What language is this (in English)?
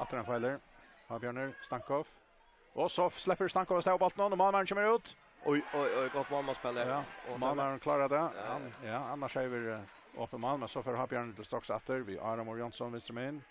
Faroese